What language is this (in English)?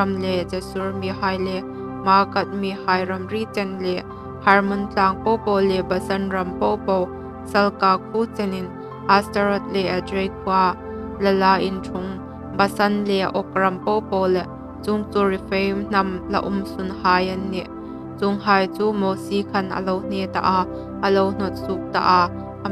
Hmar